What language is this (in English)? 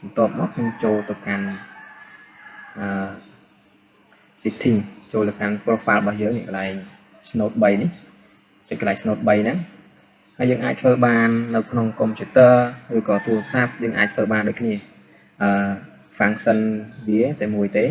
Khmer